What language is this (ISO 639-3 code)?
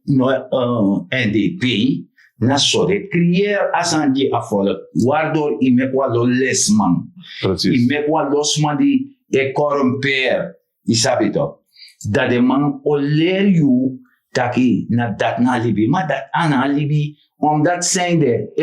srn